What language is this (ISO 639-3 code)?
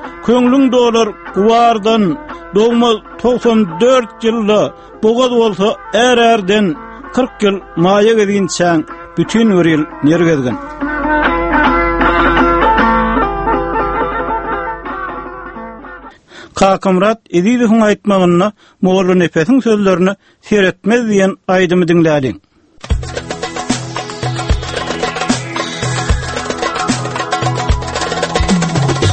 tuk